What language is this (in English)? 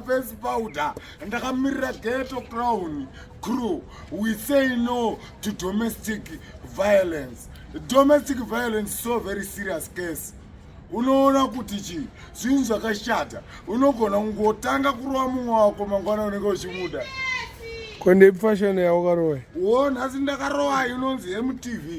Shona